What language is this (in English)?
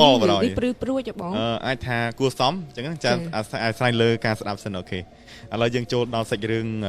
Khmer